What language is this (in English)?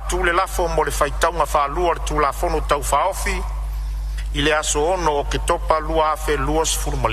Samoan